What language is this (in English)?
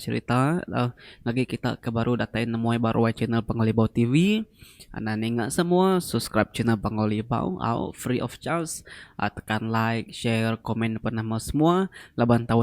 Iban